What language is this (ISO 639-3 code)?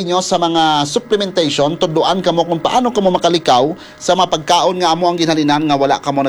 hil